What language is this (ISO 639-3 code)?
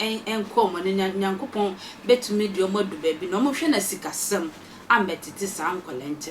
aka